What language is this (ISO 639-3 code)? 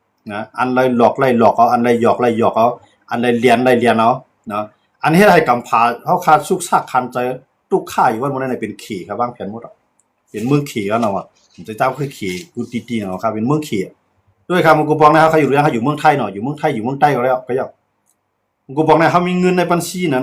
shn